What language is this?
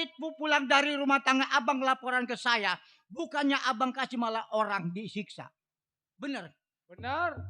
Betawi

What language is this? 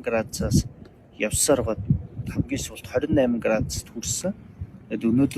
Mongolian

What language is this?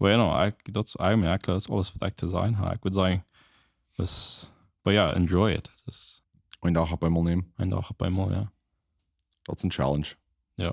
Plautdietsch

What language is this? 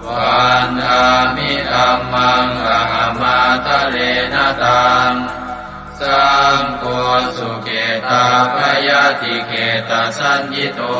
Pali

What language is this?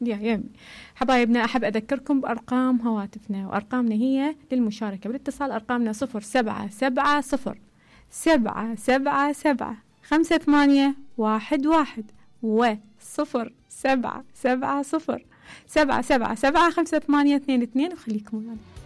Mesopotamian Arabic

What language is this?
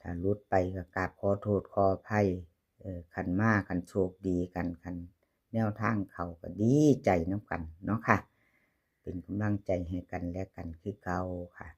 Northeastern Thai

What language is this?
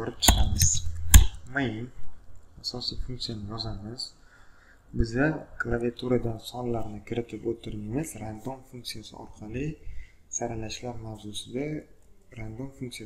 Uzbek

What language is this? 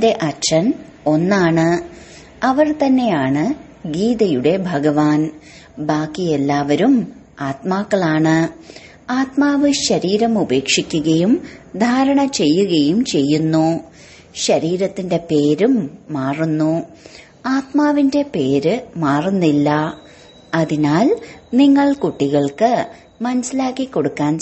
Malayalam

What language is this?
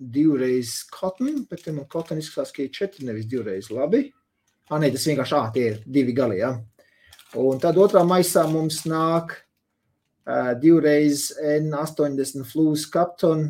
Latvian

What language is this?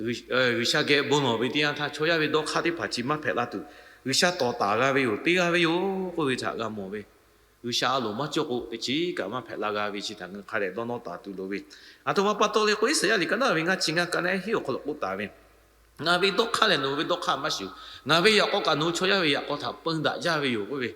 Lahu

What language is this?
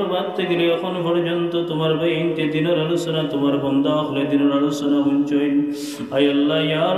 Sylheti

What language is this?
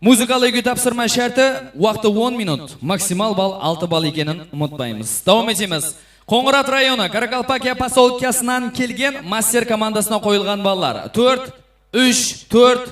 Kara-Kalpak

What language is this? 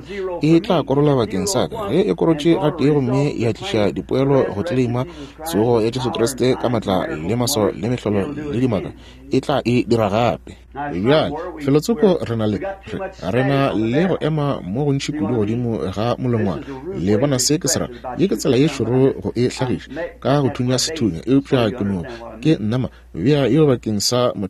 Northern Sotho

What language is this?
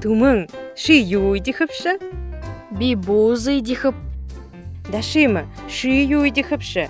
Buriat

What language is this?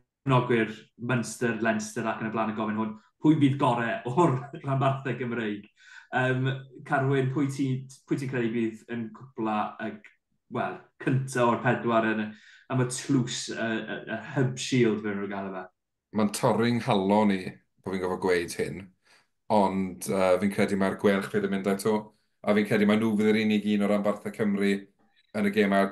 Welsh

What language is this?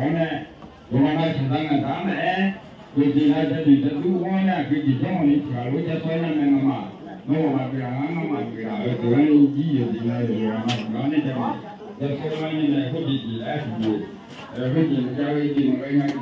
Akha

